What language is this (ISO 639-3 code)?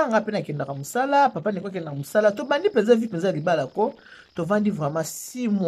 lin